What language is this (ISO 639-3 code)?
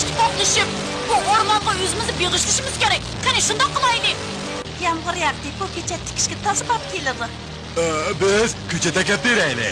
uig